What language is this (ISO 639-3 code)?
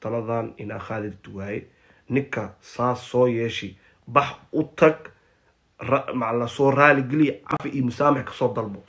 som